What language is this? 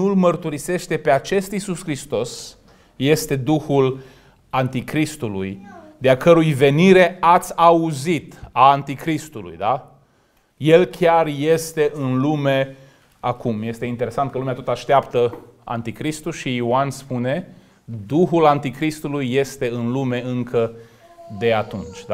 Romanian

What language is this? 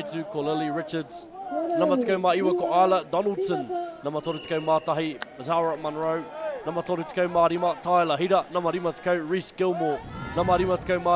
Māori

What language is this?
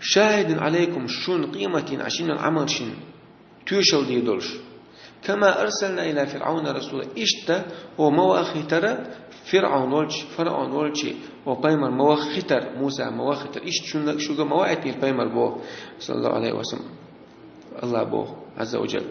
Chechen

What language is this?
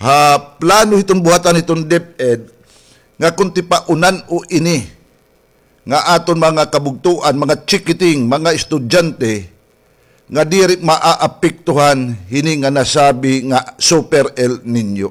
Waray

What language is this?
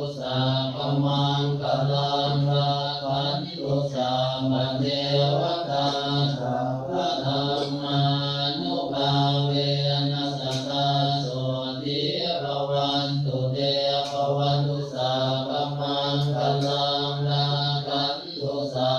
Pali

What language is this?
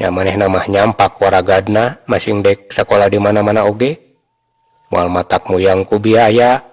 Sundanese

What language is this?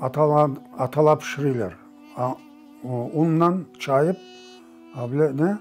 Crimean Tatar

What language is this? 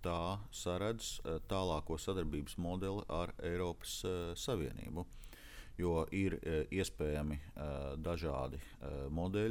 Latvian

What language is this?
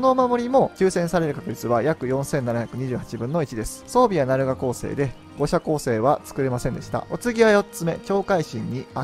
Japanese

